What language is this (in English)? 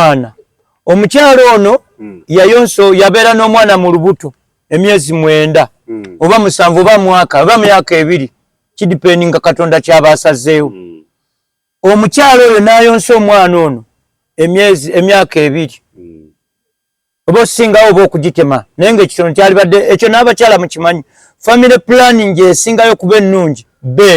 Ganda